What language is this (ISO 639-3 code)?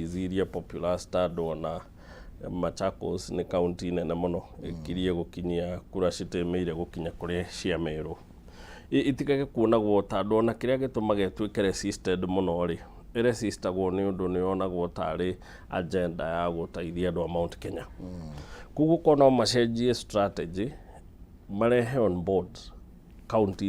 kik